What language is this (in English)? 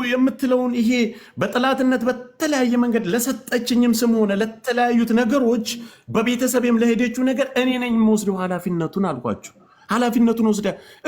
Amharic